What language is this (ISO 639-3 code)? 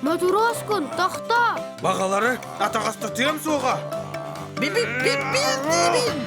sah